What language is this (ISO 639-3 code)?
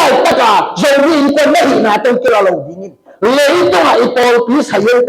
ctd